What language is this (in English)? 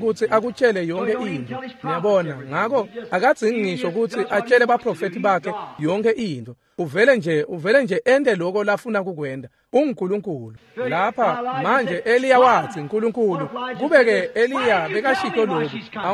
Swati